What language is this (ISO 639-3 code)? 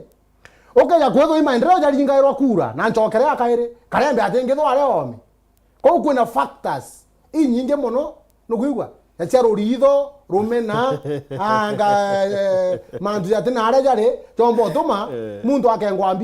mer